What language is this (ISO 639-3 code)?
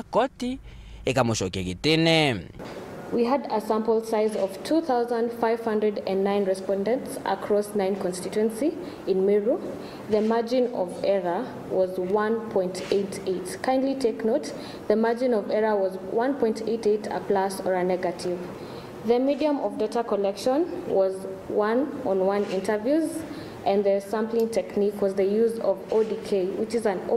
mer